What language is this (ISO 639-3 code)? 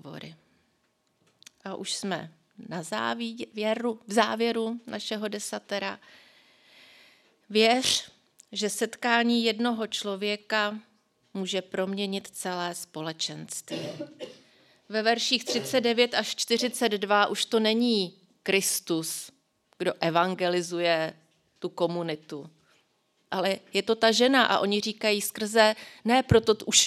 ces